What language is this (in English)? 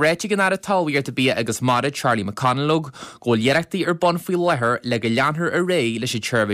Irish